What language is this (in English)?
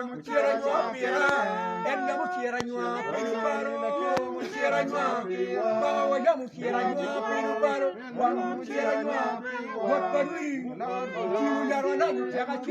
Acoli